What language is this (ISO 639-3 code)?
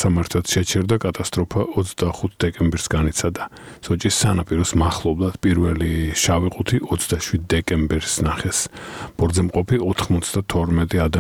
kat